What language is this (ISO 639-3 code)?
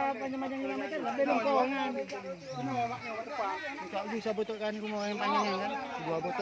ace